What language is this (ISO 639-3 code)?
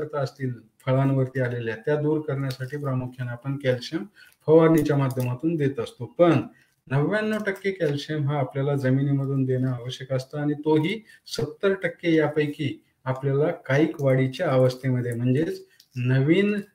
mar